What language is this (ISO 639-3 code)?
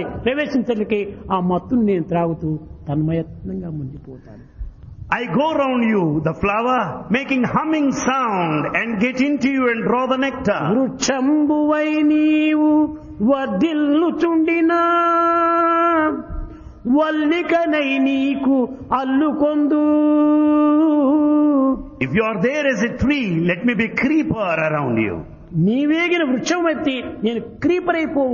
tel